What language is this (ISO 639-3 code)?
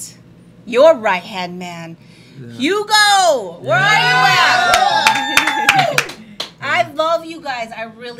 eng